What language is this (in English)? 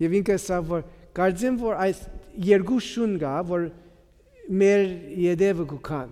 Armenian